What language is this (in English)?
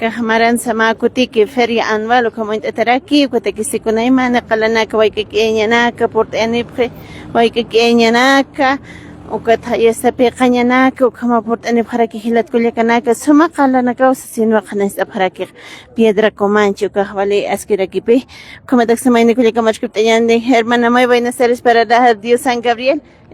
Aymara